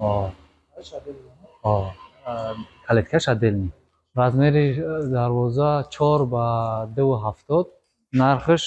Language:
Tajik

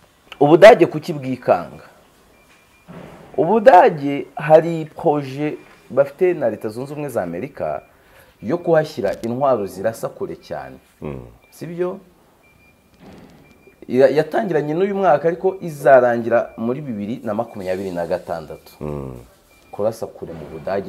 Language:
Kinyarwanda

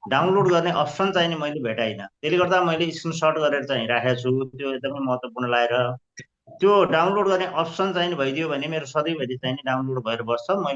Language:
Nepali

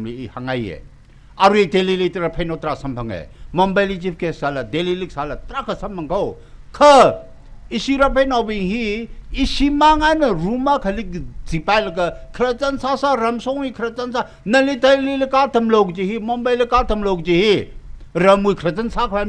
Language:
Tangkhul Naga (India)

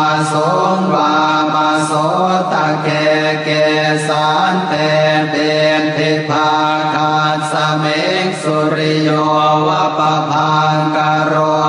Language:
Pali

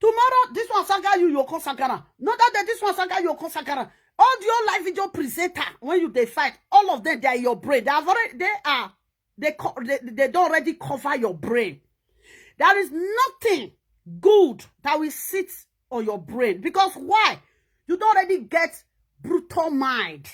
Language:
Nigerian Pidgin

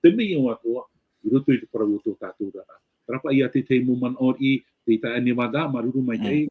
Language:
Tahitian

